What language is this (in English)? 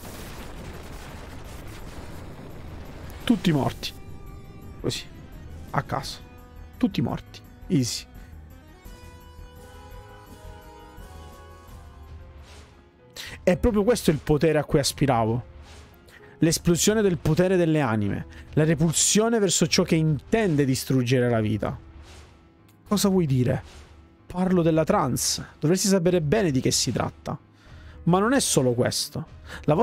Italian